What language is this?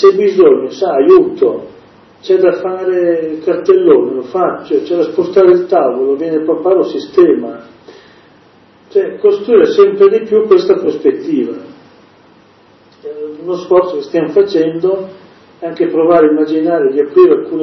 Italian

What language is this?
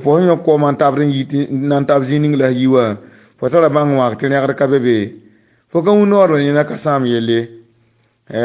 Mossi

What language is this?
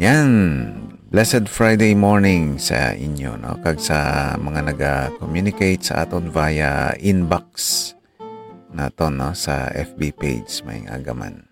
Hiligaynon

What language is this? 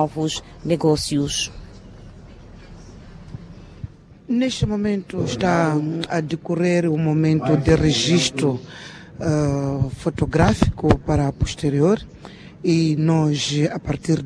Portuguese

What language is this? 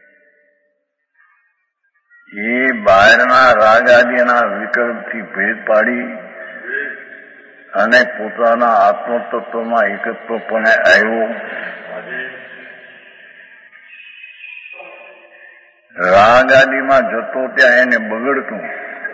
Gujarati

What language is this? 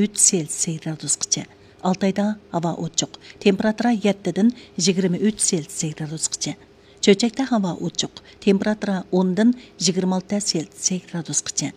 Uyghur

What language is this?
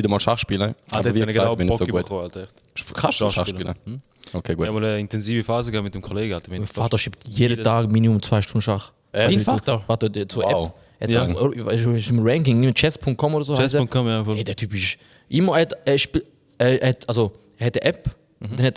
Swiss German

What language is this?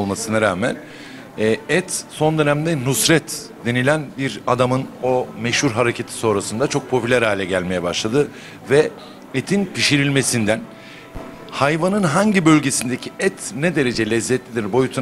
Turkish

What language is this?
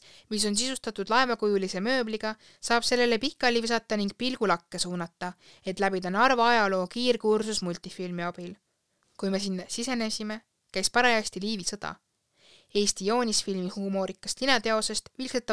Estonian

